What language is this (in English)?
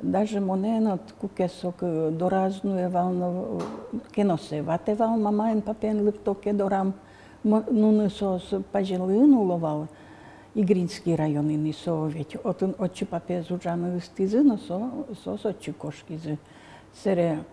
Udmurt